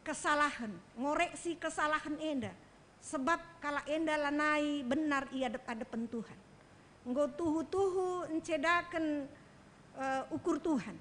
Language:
Batak Karo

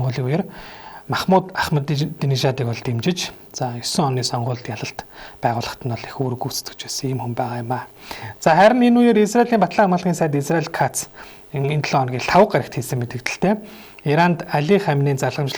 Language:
Mongolian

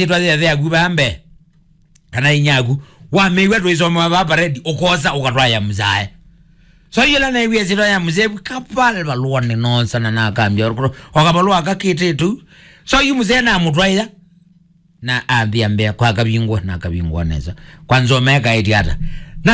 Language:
Kamba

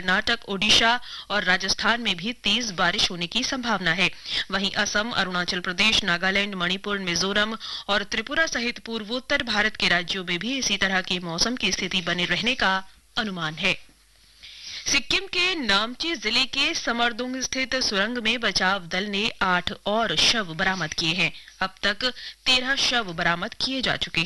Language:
Hindi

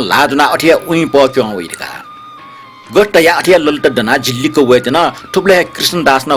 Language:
Newari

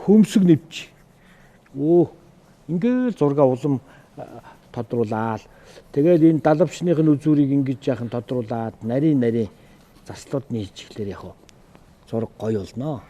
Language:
Mongolian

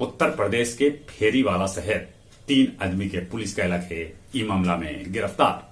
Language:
Magahi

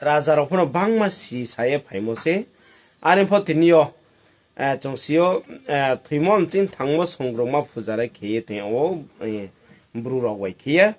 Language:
Riang (India)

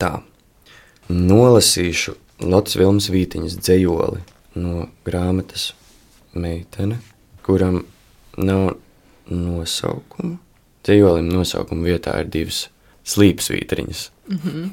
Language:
Latvian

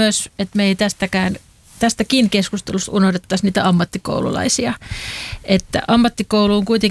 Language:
Finnish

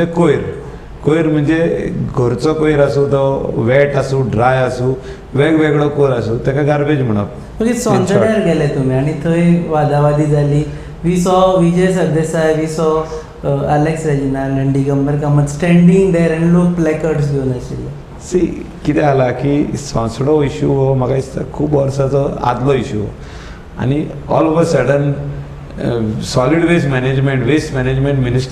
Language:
Konkani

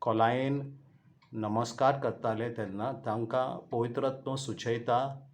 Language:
Konkani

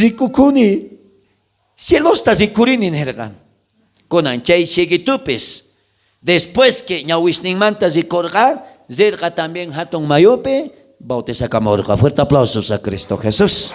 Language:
South Bolivian Quechua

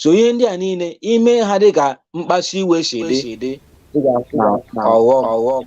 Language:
Igbo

